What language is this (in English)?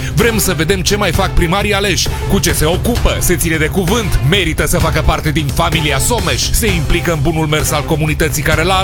Romanian